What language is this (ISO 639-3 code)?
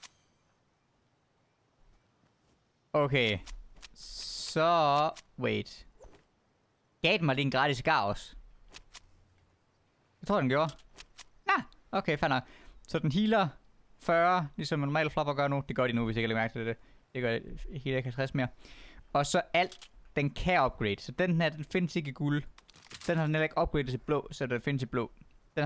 dan